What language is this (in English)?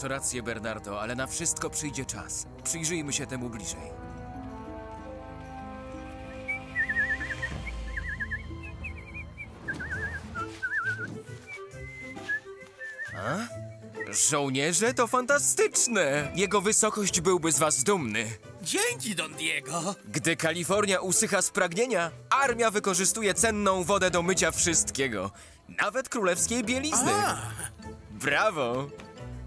Polish